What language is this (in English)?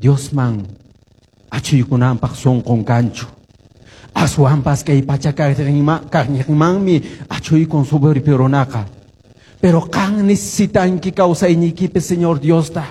Quechua